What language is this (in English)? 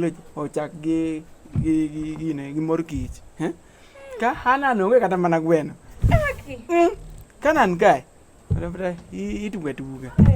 Luo (Kenya and Tanzania)